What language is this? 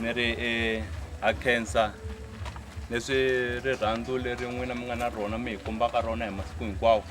Tsonga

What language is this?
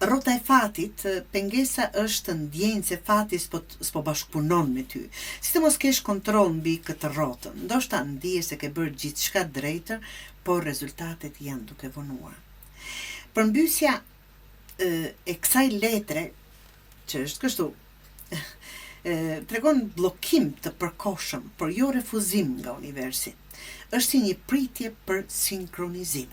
Albanian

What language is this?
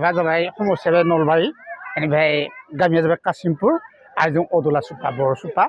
Bodo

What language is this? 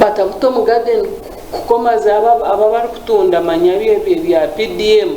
Nyankole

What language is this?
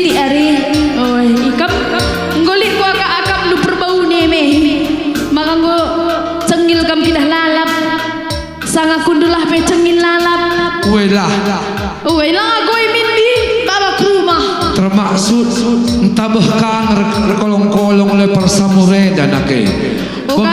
Batak Karo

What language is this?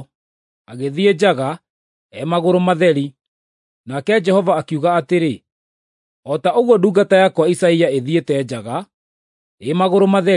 Kikuyu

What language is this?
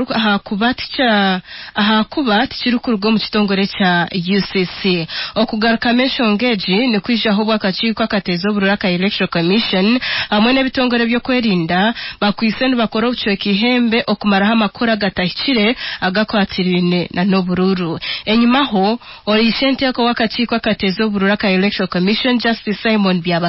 Nyankole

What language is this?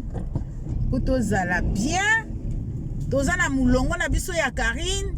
Lingala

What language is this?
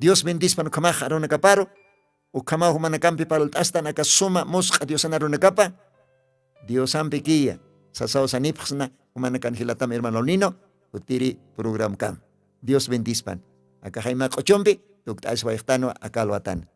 Aymara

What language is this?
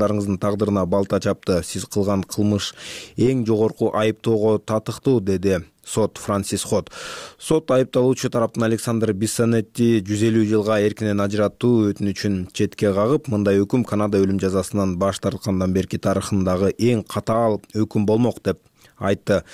Kyrgyz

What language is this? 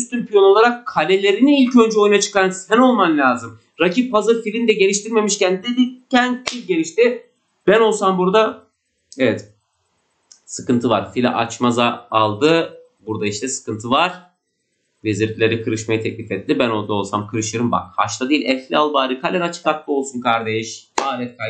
Turkish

